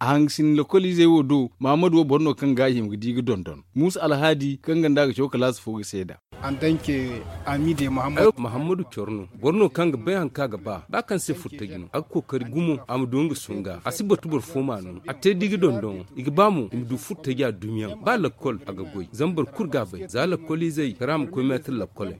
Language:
Zarma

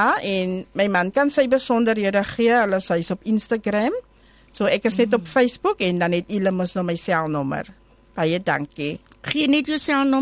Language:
Afrikaans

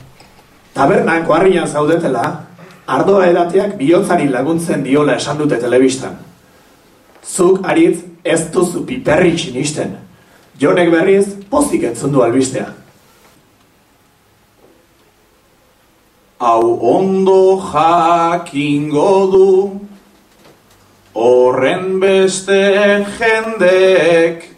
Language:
Basque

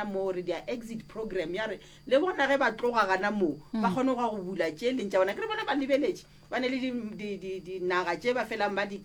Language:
Northern Sotho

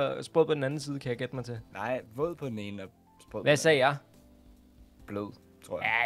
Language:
Danish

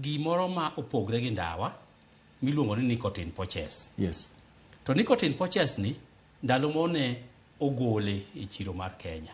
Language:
Luo (Kenya and Tanzania)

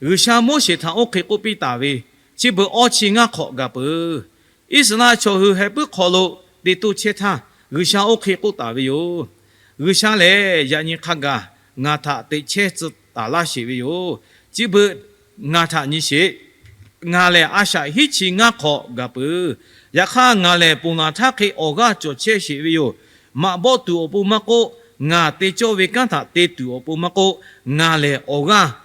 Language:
Lahu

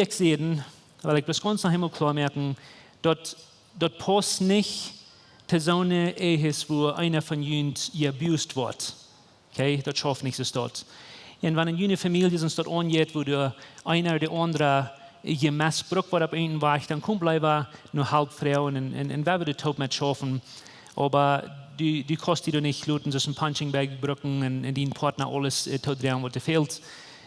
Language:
Plautdietsch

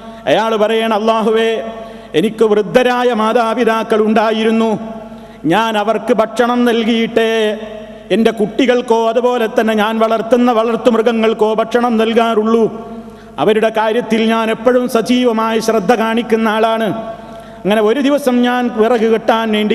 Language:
Malayalam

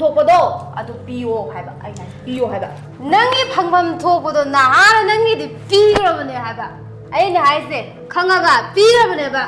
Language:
Manipuri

